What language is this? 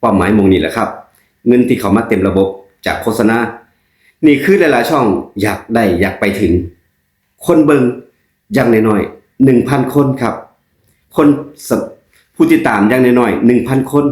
Northeastern Thai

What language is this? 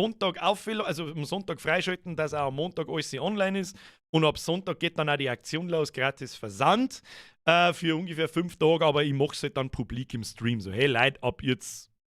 Bavarian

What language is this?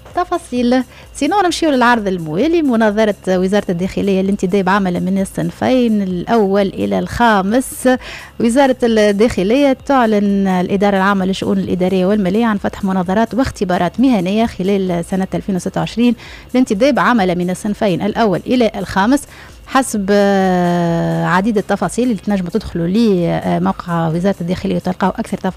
Tunisian Arabic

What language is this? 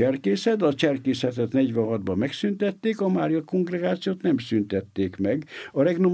Hungarian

